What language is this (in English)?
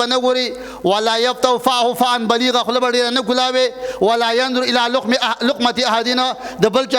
Pashto